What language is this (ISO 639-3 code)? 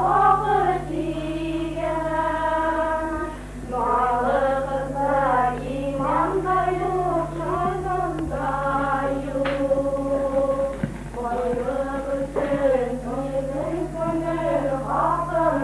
bak